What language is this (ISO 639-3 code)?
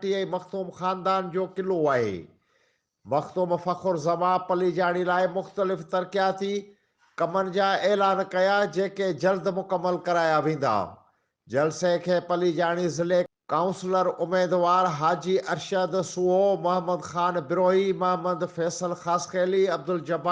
snd